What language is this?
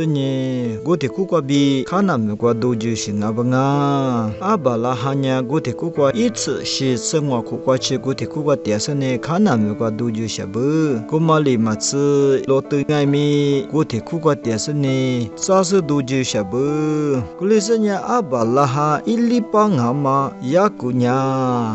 Lisu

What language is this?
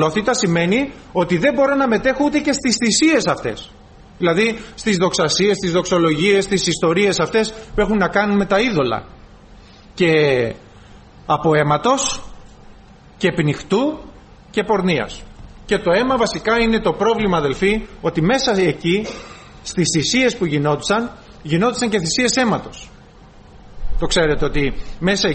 Greek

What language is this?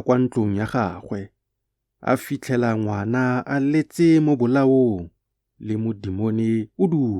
Tswana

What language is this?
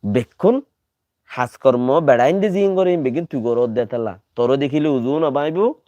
Rohingya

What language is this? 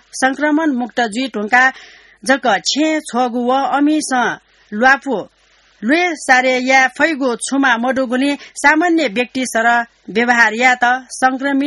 Newari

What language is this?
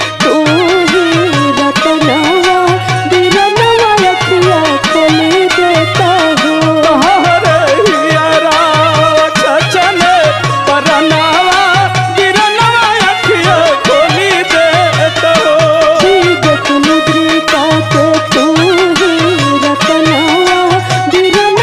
Bhojpuri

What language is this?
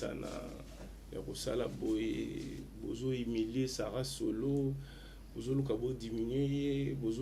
Lingala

